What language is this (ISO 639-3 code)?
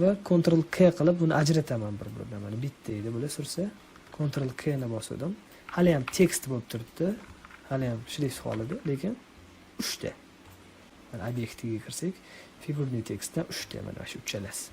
uzb